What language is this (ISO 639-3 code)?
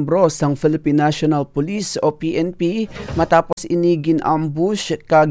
hil